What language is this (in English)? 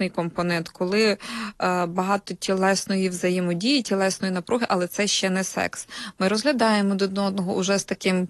Ukrainian